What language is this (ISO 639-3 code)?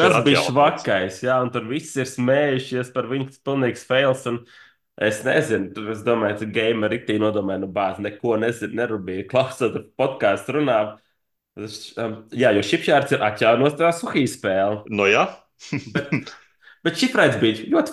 lav